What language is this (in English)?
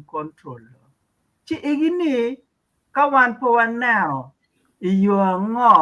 Acoli